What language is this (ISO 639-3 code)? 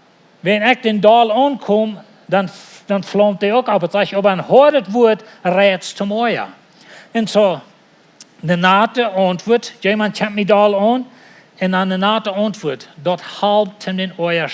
pdt